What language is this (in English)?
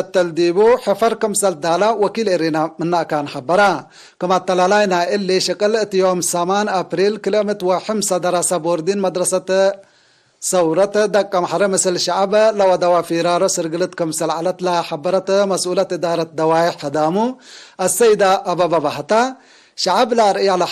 Tigre